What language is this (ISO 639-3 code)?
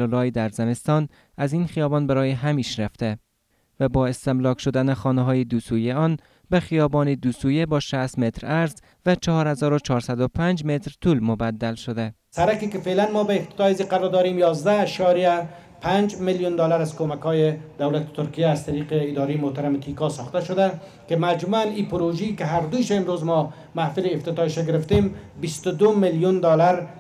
fas